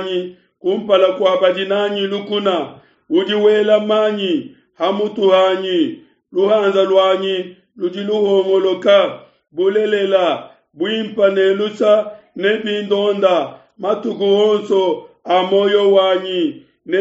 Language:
Luba-Lulua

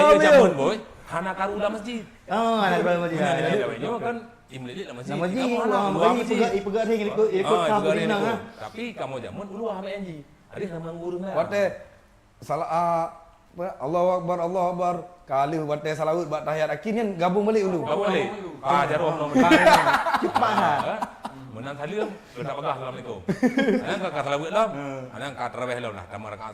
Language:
Achinese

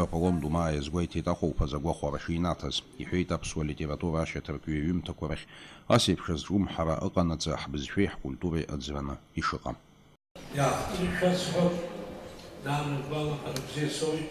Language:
Abkhazian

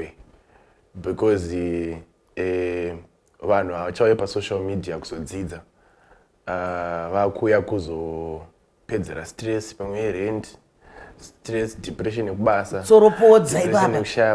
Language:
Shona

